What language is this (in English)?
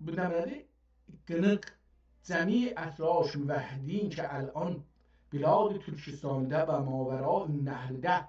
South Azerbaijani